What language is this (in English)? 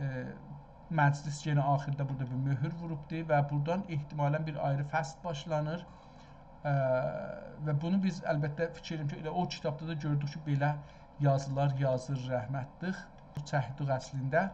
South Azerbaijani